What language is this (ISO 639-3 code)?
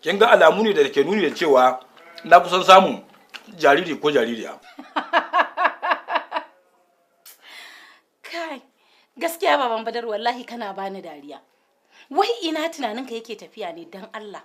hau